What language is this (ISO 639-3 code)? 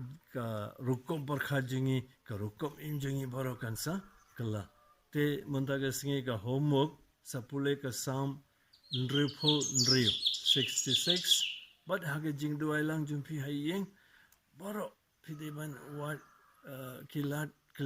kha